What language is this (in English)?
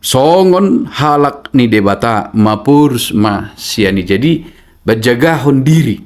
Batak Toba